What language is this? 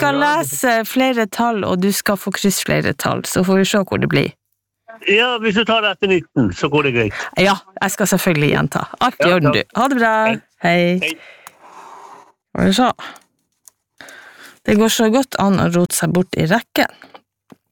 Norwegian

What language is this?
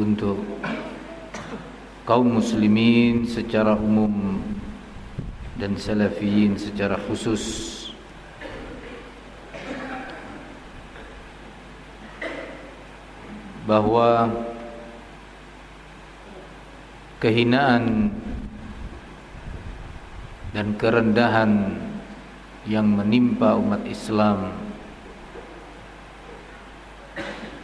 Indonesian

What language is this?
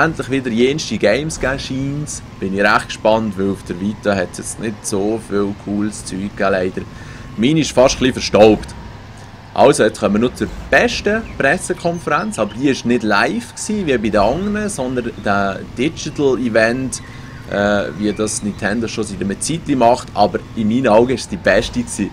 Swiss German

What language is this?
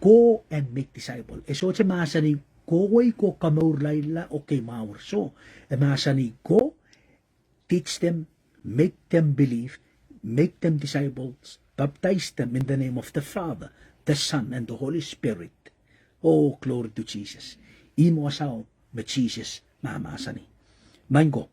Pohnpeian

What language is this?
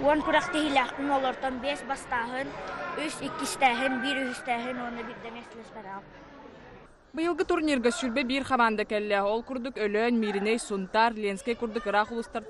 Yakut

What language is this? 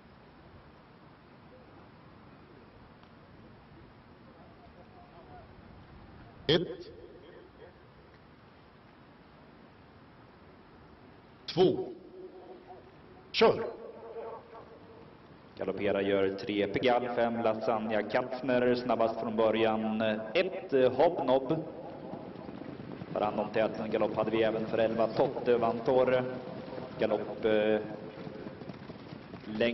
Swedish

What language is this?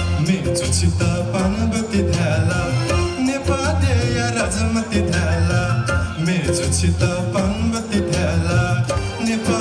Newari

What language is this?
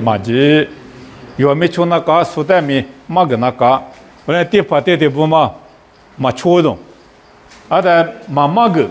Lisu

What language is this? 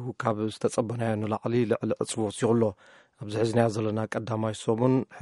Tigrinya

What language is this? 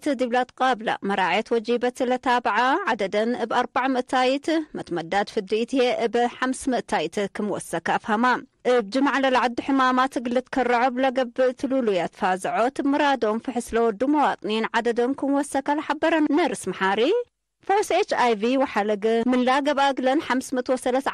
Tigre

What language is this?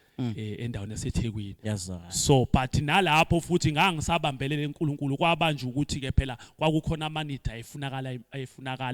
Zulu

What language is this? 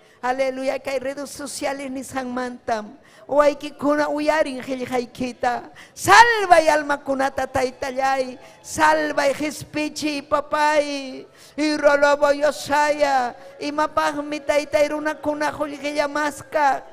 Ayacucho Quechua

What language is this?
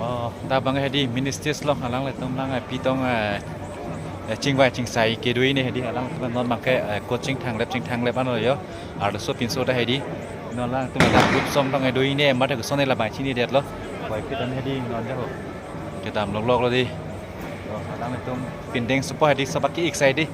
Karbi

